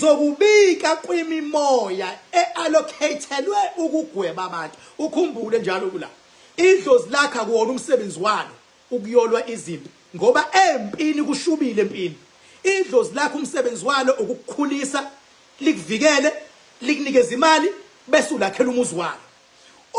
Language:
Zulu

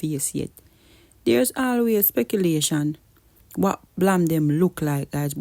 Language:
Jamaican Creole English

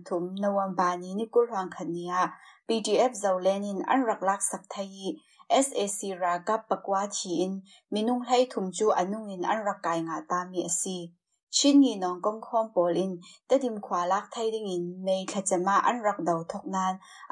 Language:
Burmese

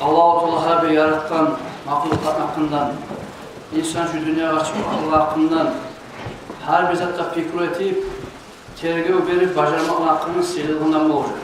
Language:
Kumyk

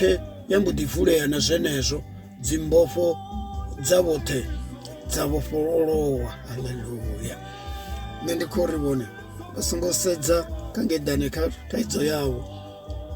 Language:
Venda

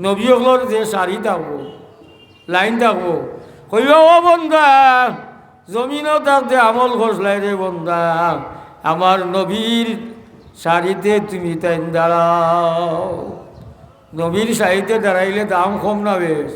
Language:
Sylheti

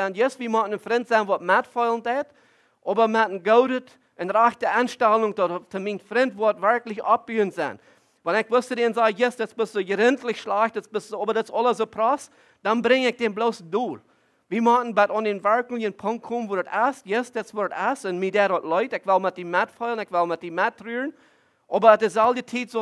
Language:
Plautdietsch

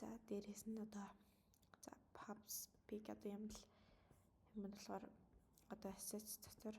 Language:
Mongolian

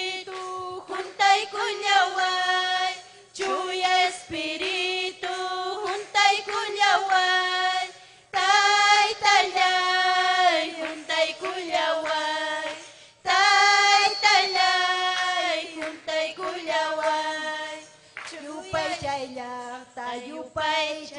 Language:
Ayacucho Quechua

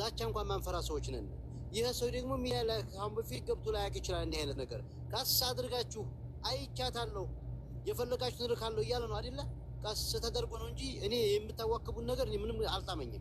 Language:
Amharic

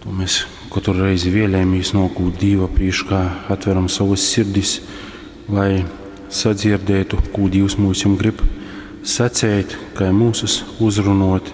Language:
Latgalian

